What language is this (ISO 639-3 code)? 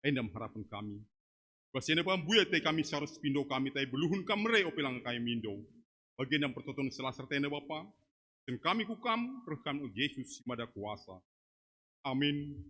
btx